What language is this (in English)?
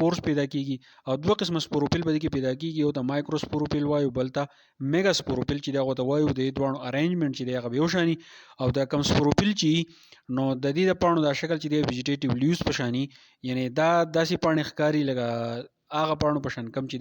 Pashto